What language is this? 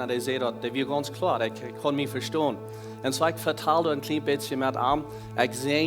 Plautdietsch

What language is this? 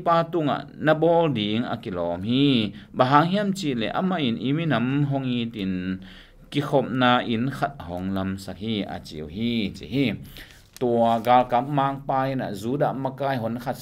Tedim Chin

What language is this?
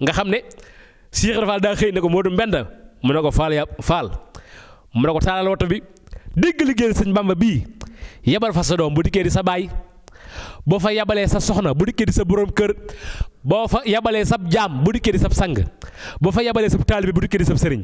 Wolof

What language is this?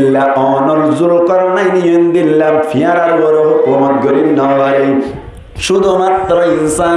Rohingya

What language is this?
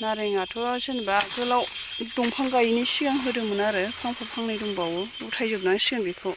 Bodo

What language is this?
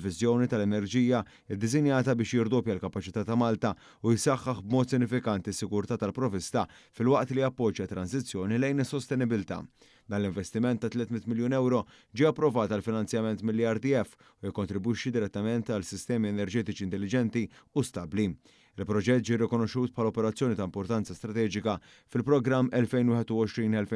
Maltese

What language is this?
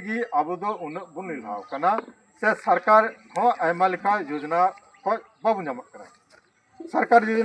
Santali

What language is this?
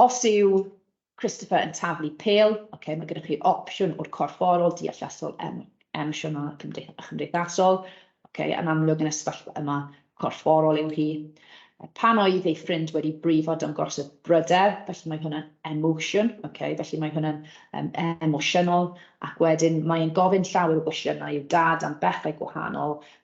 Welsh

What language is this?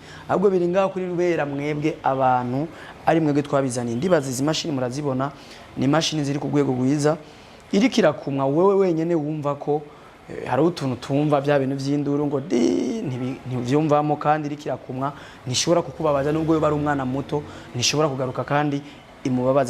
Rundi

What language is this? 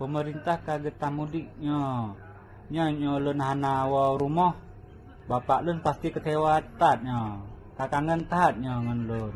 Achinese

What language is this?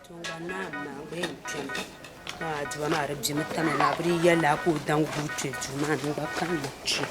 Dagbani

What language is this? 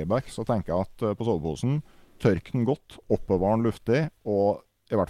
Norwegian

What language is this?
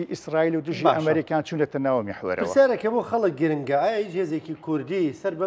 Central Kurdish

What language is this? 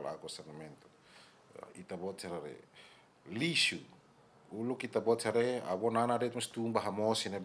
Tetum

